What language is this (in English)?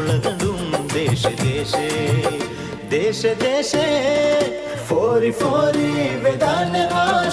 Divehi